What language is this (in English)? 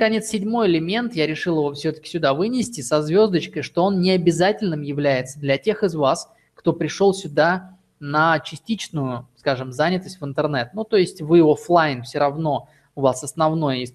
Russian